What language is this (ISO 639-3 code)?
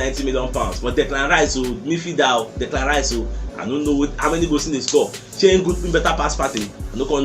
pcm